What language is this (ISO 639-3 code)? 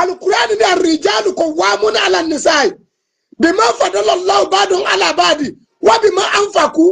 yor